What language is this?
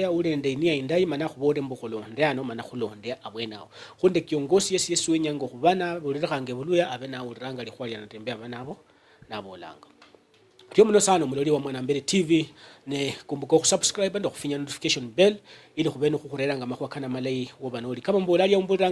Luyia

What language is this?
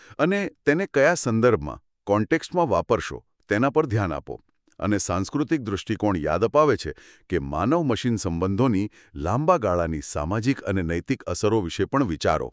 Gujarati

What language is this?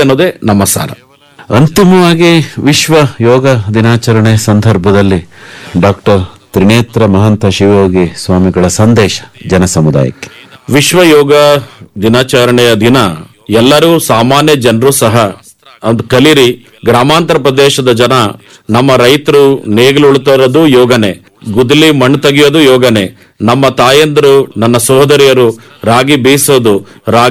Kannada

